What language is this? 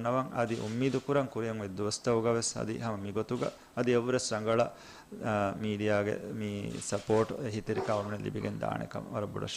Divehi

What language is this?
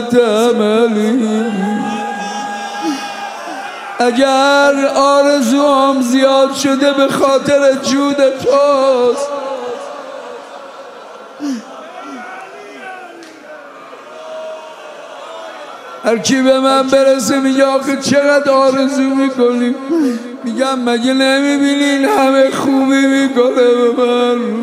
Persian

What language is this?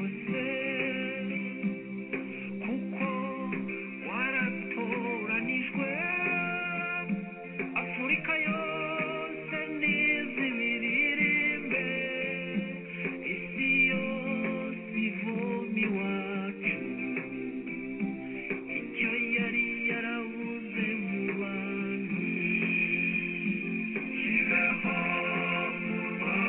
Kinyarwanda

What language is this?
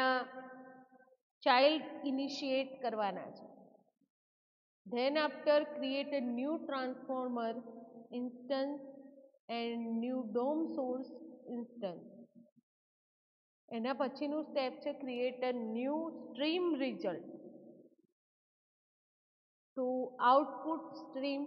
Gujarati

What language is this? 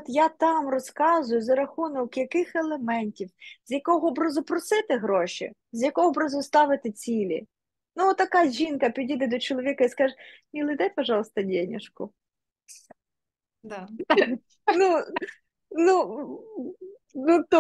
Ukrainian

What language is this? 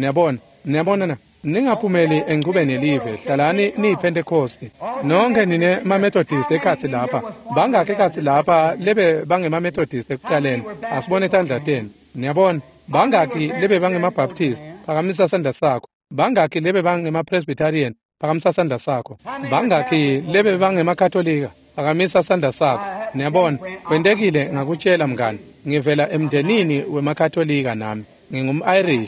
Swati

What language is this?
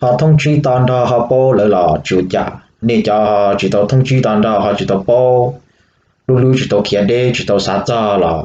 Hmong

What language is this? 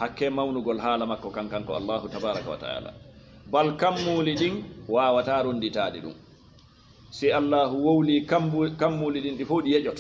Fula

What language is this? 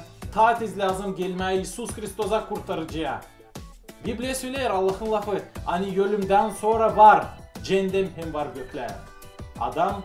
Gagauz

